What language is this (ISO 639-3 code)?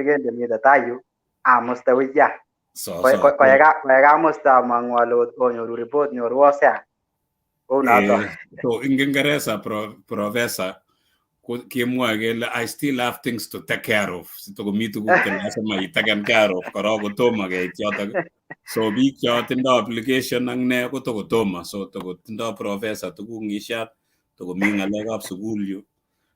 kln